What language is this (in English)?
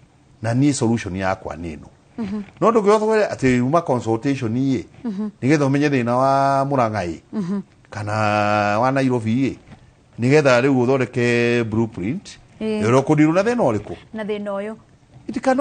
Kikuyu